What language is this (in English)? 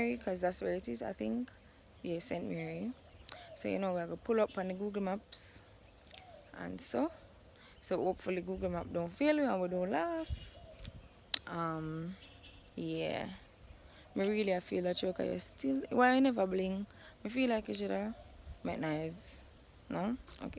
Jamaican Creole English